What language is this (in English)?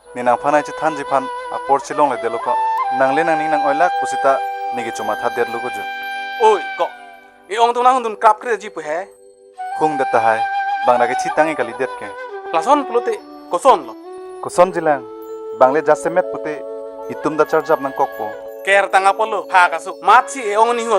Karbi